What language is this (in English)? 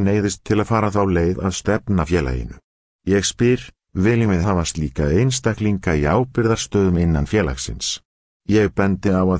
Icelandic